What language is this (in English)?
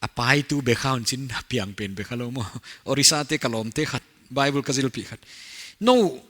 Paite Chin